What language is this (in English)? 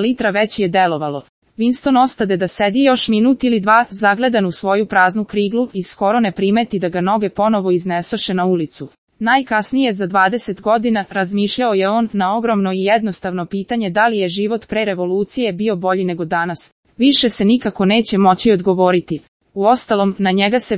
Serbian